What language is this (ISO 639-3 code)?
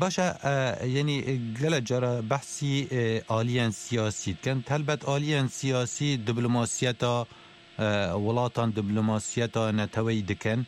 kur